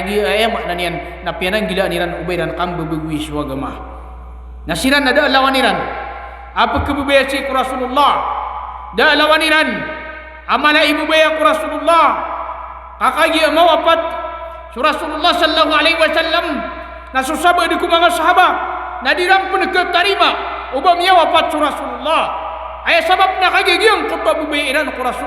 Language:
Maranao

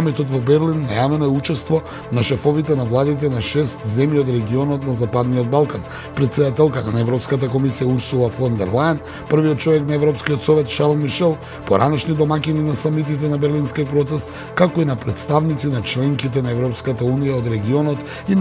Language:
Macedonian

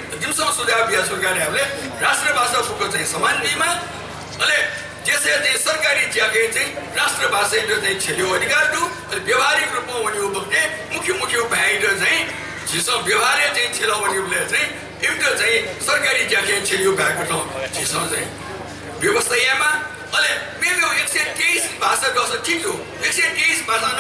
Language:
Newari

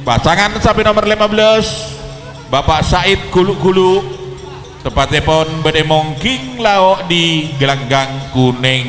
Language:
Madurese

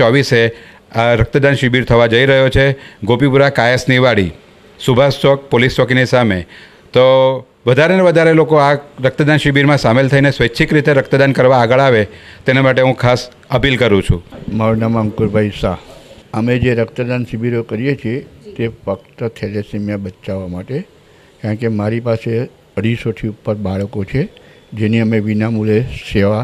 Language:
Gujarati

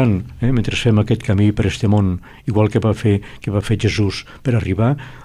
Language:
Catalan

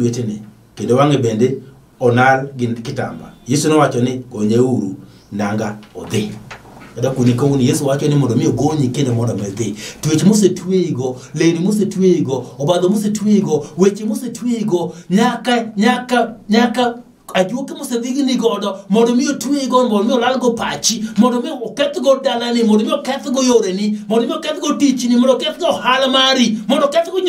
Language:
Luo (Kenya and Tanzania)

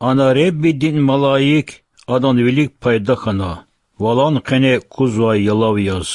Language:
Lezghian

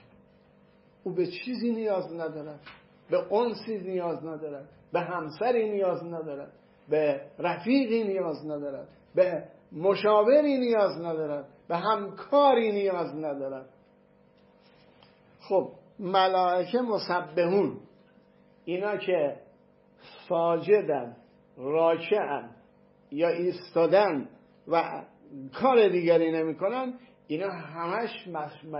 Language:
Persian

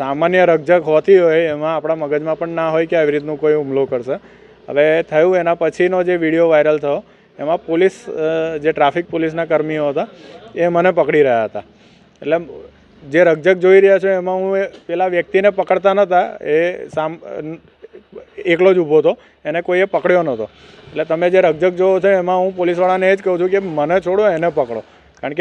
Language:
Gujarati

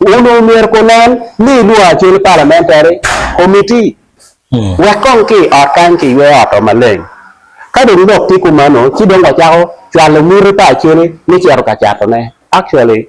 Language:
Acoli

